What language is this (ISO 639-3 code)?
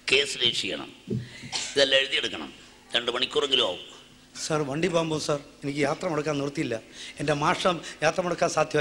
mal